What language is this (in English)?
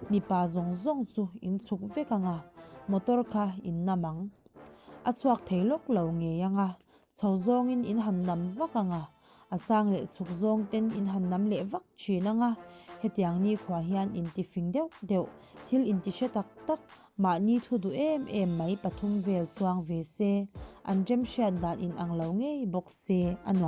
Mizo